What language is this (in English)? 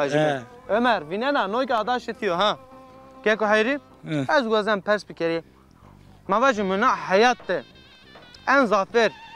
Zaza